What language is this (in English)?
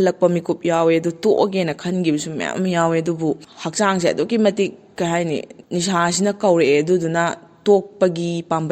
Manipuri